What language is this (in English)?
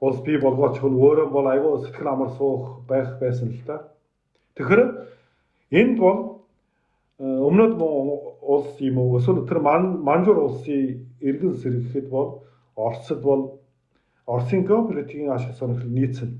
Mongolian